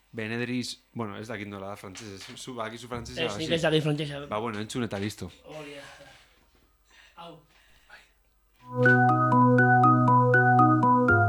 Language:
Basque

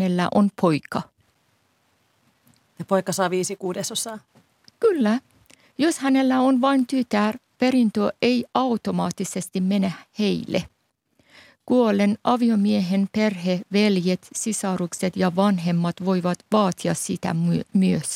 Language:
Finnish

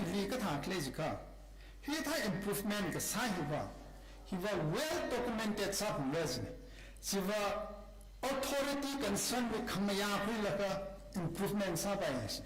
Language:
Tangkhul Naga (India)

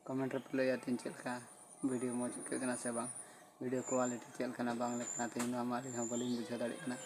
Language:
Santali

